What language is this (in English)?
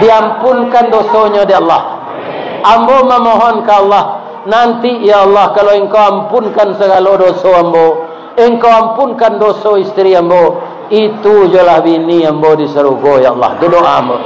Minangkabau